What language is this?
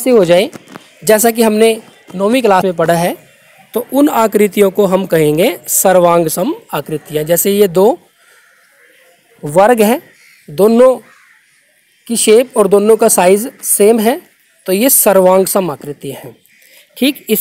Hindi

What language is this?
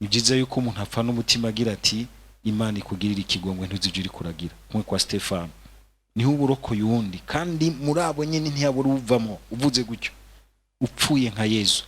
Rundi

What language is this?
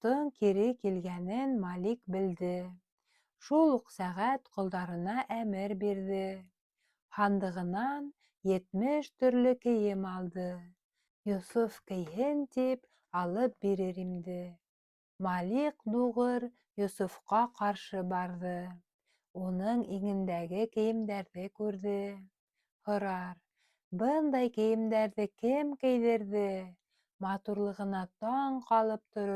Bashkir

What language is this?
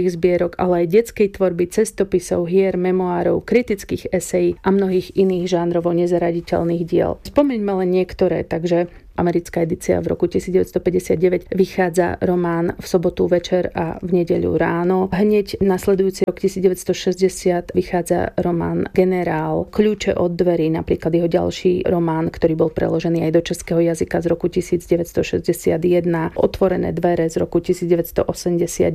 Slovak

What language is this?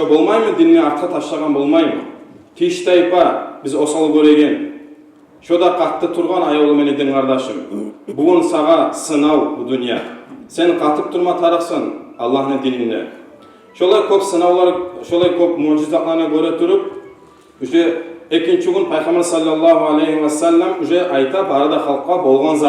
Kumyk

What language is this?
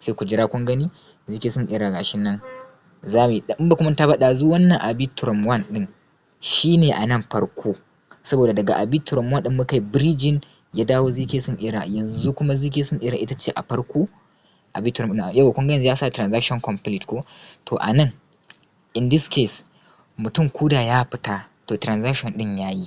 Hausa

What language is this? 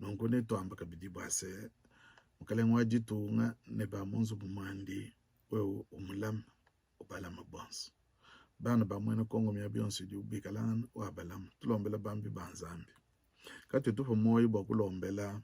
Luba-Lulua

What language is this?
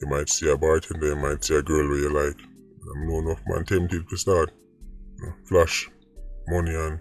Jamaican Creole English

